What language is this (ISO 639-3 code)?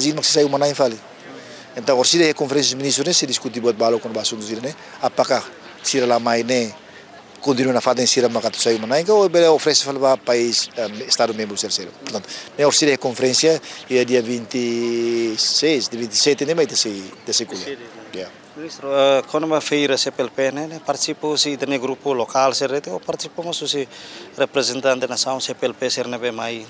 tet